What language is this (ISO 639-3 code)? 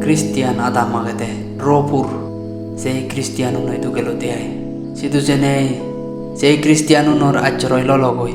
ccp